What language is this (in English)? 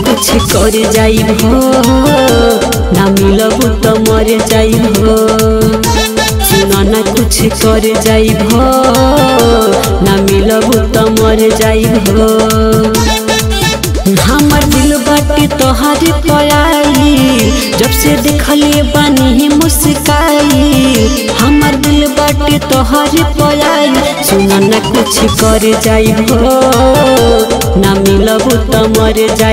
Bhojpuri